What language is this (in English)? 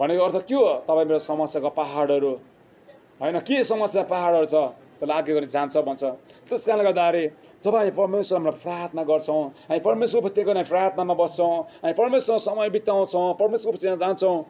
Nepali